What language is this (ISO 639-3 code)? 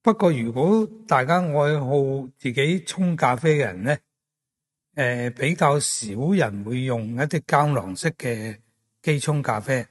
yue